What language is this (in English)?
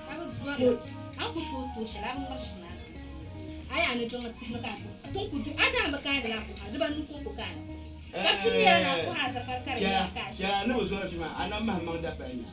Dagbani